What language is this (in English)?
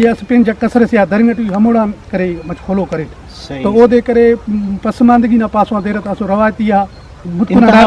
Brahui